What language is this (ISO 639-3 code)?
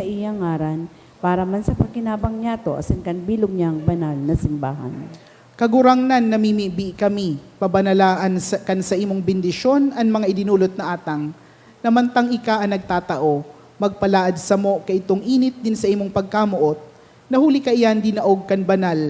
bik